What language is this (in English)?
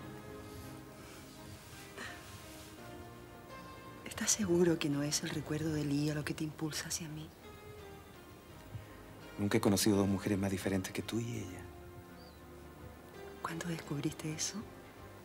Spanish